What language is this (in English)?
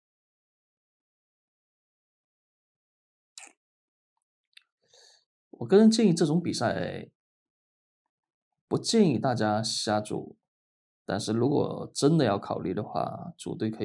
Chinese